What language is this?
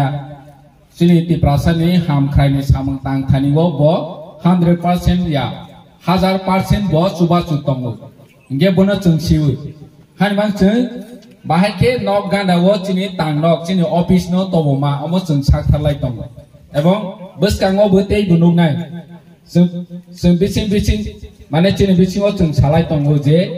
Kok Borok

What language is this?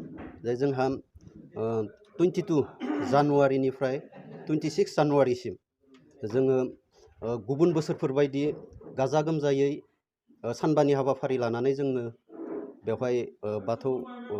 Bodo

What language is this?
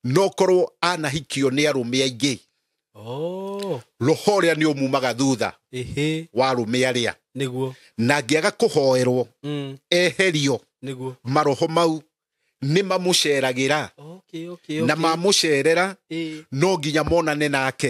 Kikuyu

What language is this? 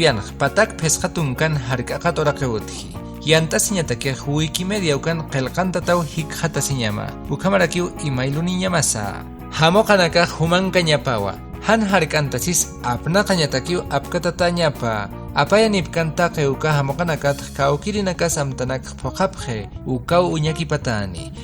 Aymara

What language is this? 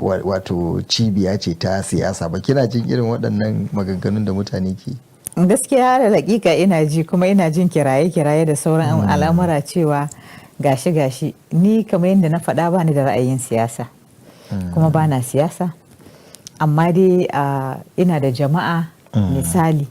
Hausa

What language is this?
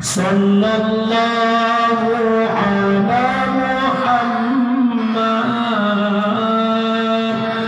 Achinese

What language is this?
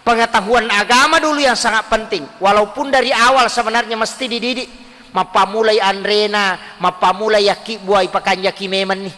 Buginese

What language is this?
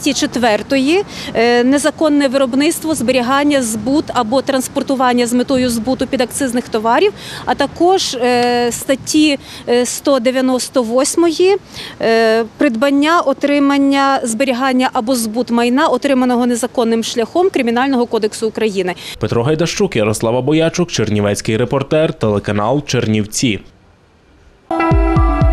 Ukrainian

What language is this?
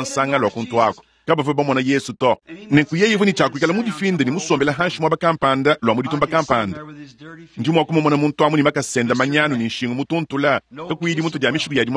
Luba-Lulua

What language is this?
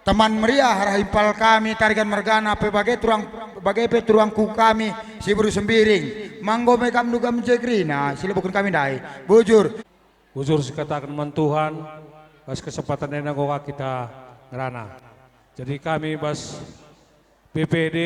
Batak Karo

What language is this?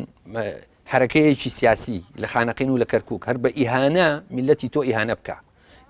Central Kurdish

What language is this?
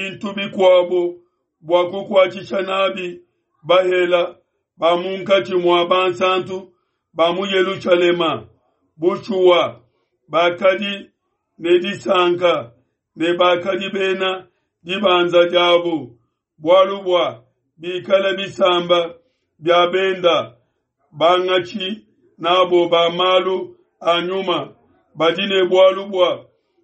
Luba-Lulua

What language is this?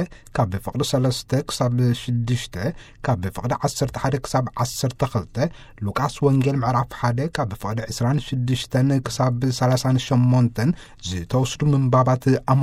Tigrinya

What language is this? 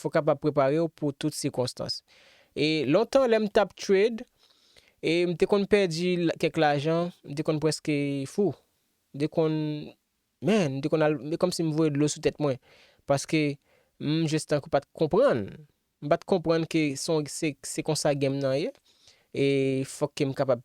Haitian Creole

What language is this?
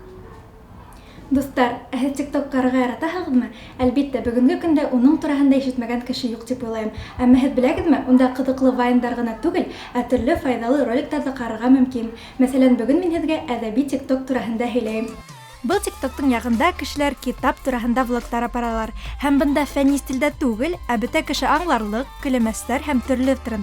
Bashkir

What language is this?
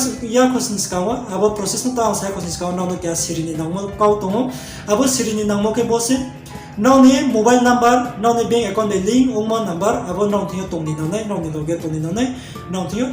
Riang (India)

